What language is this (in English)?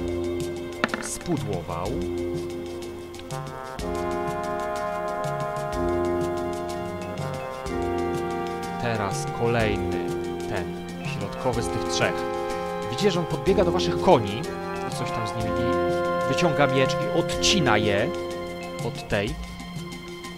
Polish